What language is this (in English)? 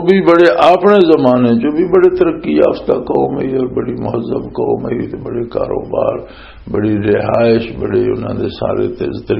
Western Panjabi